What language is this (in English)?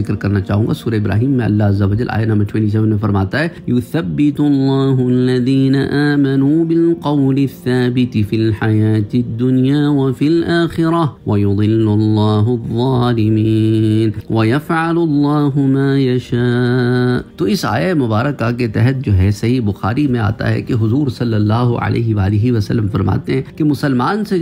Urdu